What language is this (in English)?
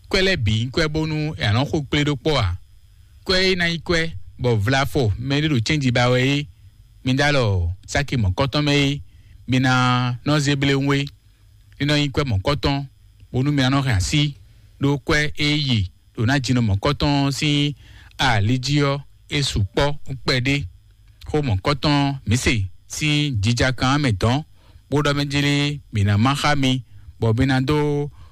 Fon